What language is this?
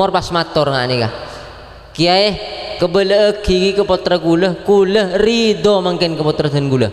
Madurese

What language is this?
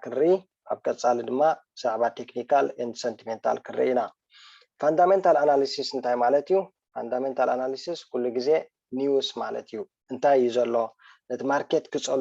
Tigrinya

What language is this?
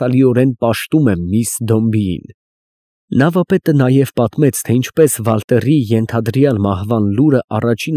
Armenian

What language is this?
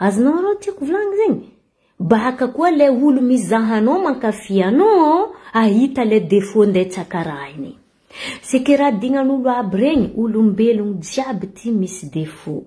Malagasy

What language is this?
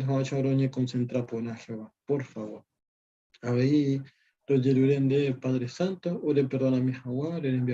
Guarani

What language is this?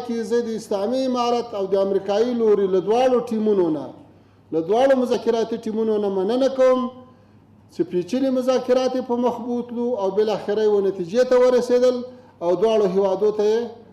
Pashto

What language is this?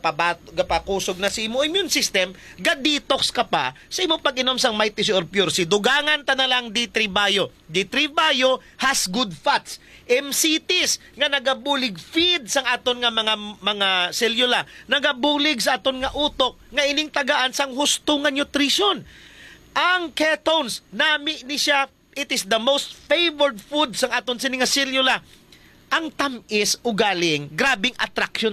Hiligaynon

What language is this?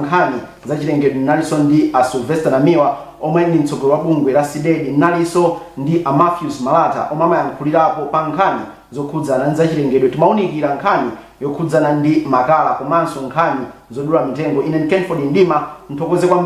Nyanja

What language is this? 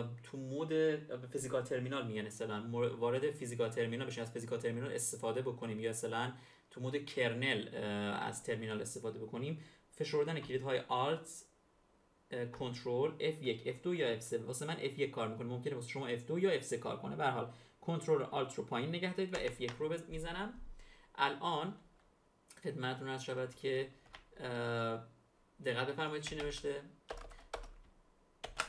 Persian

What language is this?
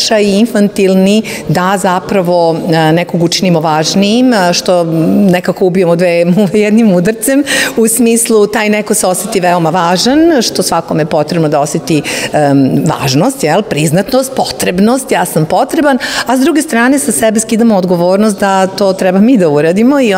Serbian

